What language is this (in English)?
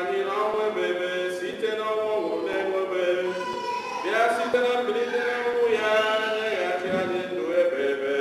Igbo